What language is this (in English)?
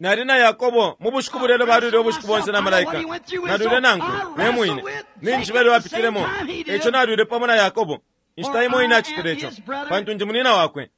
Bemba